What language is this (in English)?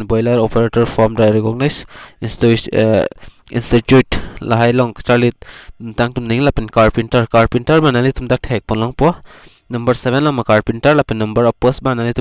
Karbi